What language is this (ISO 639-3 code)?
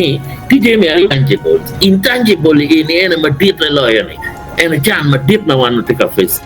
ach